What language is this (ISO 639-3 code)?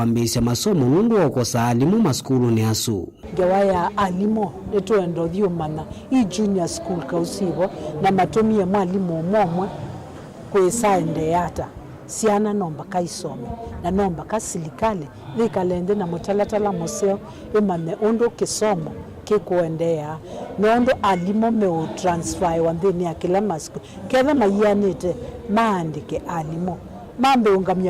kam